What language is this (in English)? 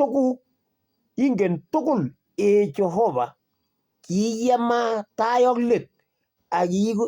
Kalenjin